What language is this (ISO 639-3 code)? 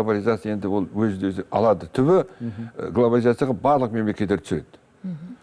kaz